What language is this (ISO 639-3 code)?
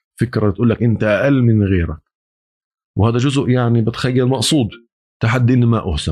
apc